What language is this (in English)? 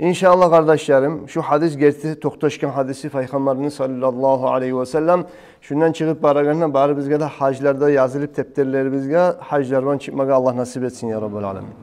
Kumyk